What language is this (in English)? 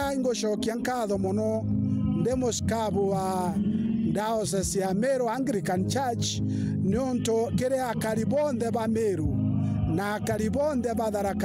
Meru